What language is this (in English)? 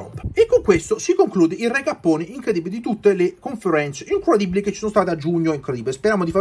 Italian